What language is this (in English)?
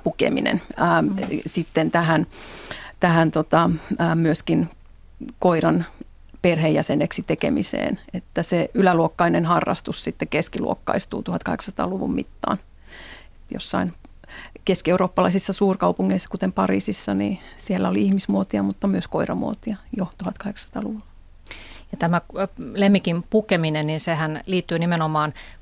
Finnish